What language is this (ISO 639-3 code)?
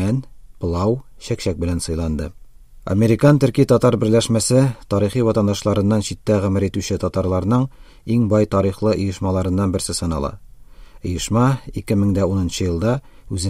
tat